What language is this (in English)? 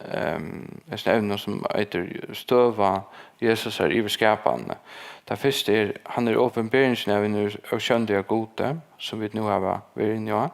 Faroese